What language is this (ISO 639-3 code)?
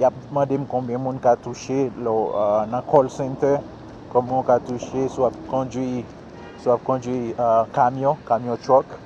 hat